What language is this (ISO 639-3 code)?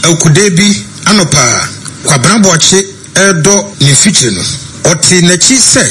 aka